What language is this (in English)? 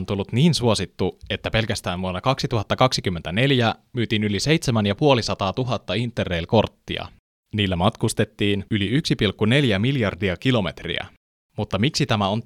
Finnish